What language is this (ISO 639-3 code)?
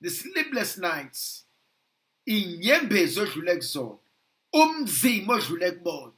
zul